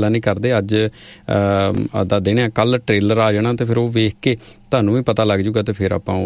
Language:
Punjabi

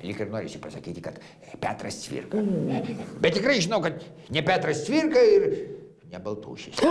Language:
Lithuanian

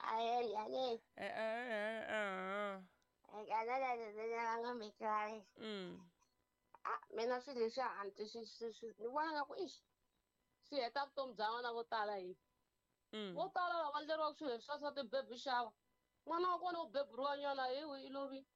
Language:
Tsonga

